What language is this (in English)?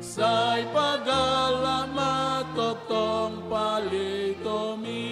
Batak Toba